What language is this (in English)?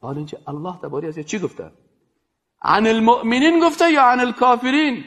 Persian